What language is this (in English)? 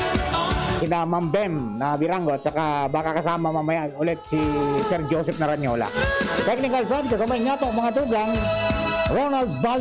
Bikol